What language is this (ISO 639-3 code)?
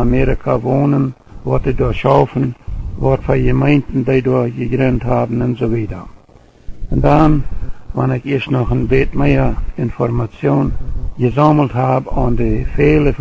pdt